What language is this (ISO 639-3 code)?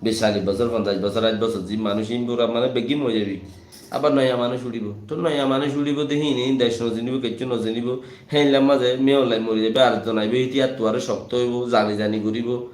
rhg